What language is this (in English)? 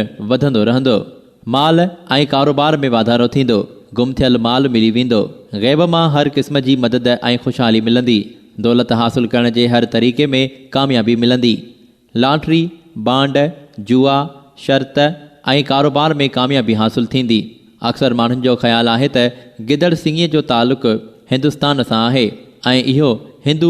Sindhi